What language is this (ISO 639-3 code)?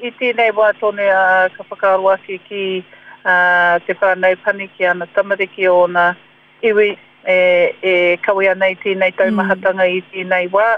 mri